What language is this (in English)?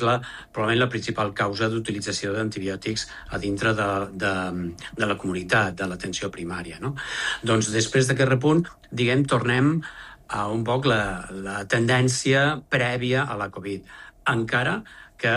Catalan